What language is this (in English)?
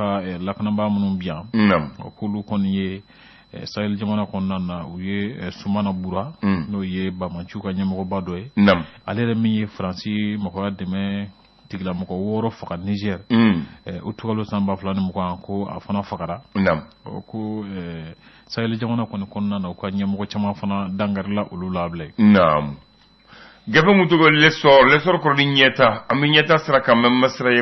Bambara